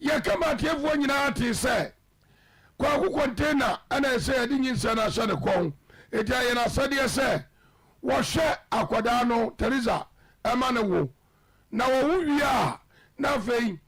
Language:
Akan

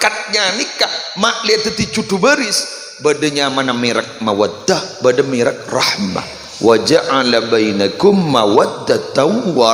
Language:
Madurese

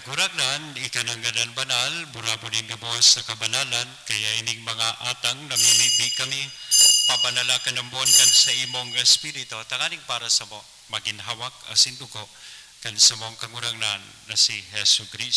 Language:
Bikol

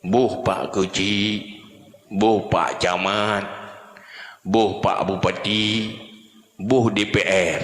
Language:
Achinese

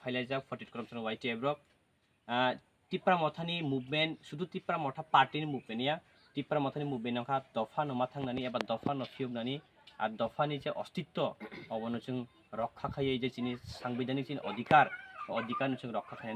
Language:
Kok Borok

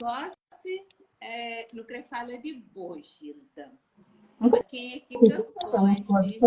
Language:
Kabuverdianu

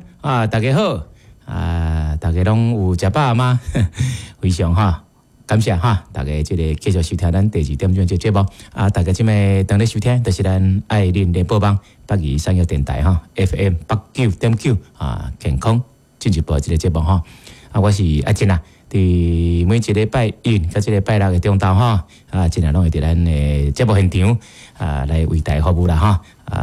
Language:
Min Nan Chinese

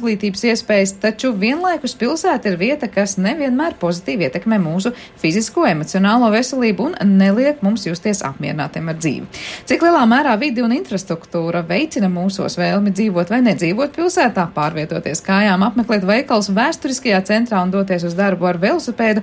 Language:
Latvian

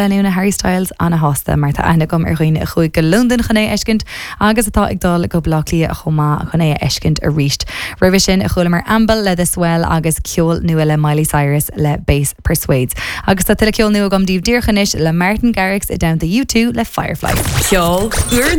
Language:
Irish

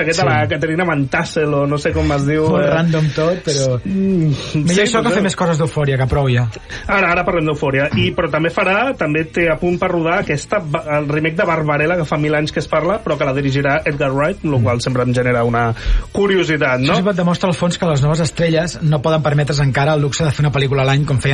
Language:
Catalan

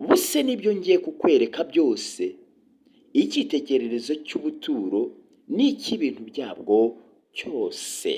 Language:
Kinyarwanda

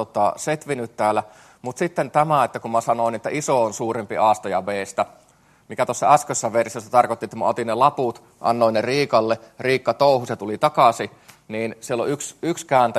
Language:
Finnish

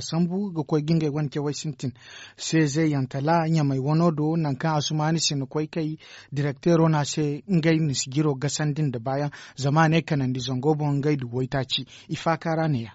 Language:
Zarma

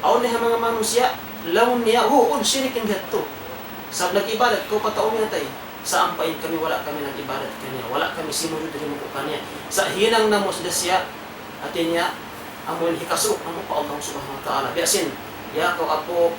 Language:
Tausug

